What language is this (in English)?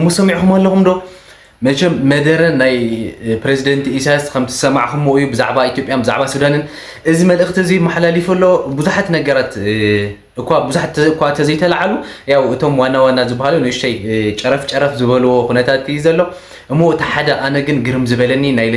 Tigrinya